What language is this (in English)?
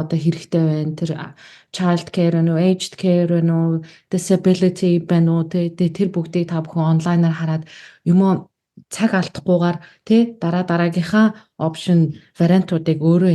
Mongolian